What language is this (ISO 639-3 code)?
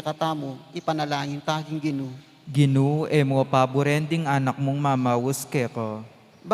pam